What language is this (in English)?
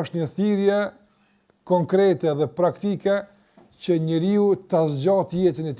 Albanian